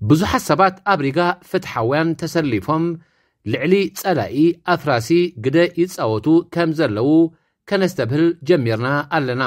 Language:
Tigrinya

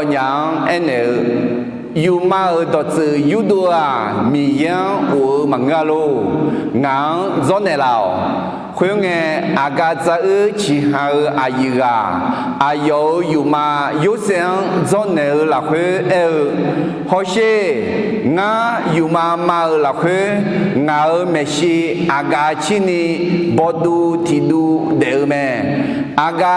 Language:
Akha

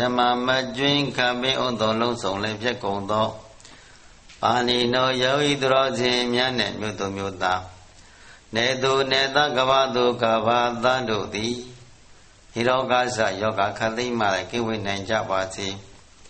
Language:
Burmese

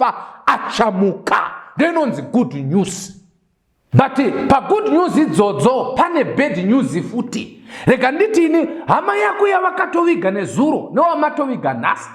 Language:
Shona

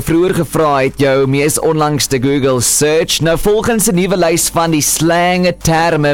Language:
Afrikaans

